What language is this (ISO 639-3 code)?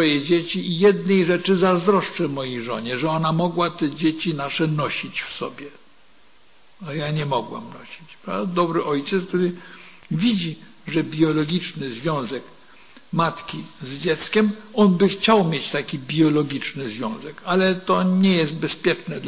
pol